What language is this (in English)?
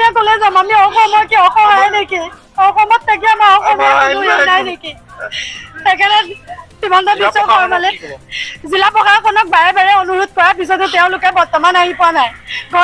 Assamese